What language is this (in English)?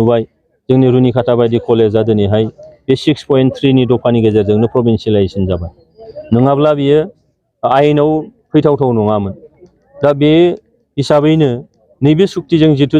Bodo